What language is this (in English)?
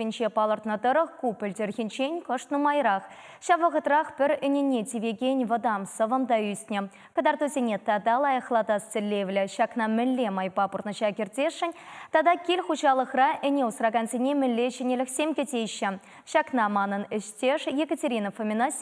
Chuvash